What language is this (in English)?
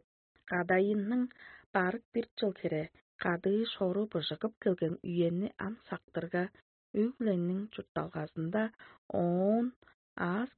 Tuvinian